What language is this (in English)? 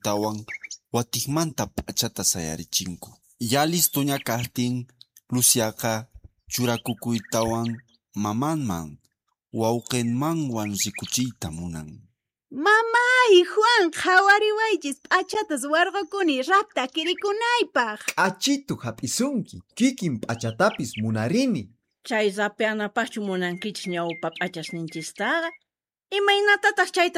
Quechua